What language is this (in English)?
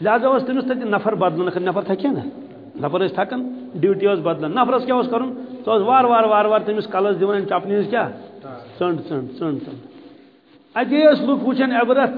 Kashmiri